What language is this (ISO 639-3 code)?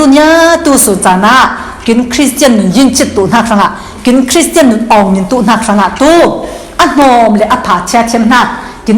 cfm